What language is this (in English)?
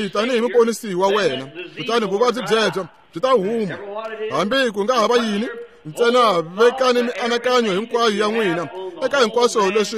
Tsonga